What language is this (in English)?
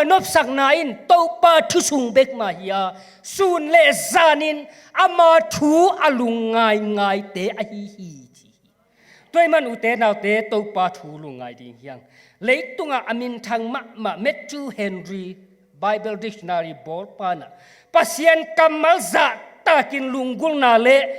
Tedim Chin